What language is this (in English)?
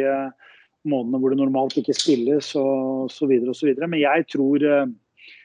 Norwegian